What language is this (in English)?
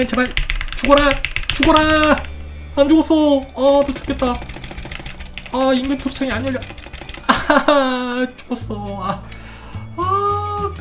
Korean